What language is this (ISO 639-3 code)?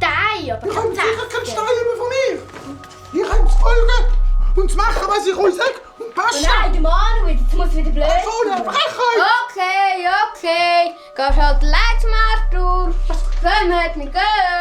gsw